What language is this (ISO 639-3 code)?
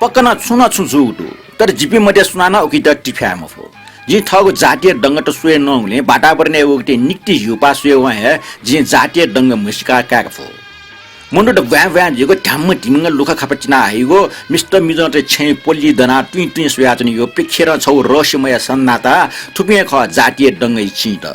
new